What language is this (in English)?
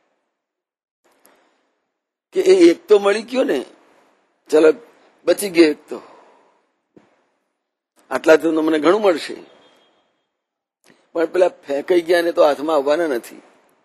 Gujarati